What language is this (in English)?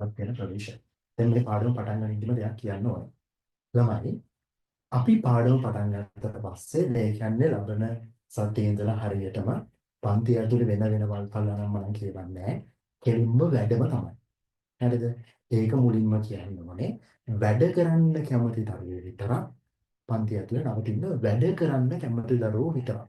Sinhala